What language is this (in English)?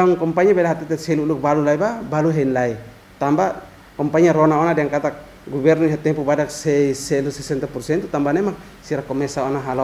Tetum